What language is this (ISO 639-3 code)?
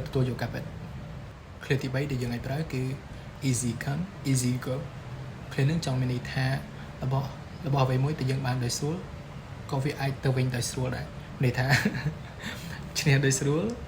khm